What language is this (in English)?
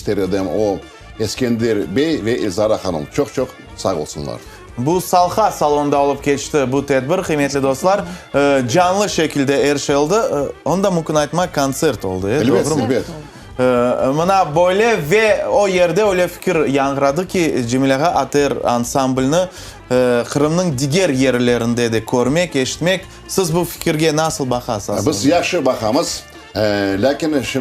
Crimean Tatar